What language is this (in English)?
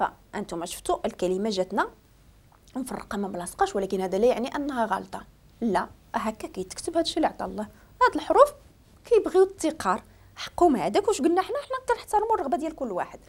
Moroccan Arabic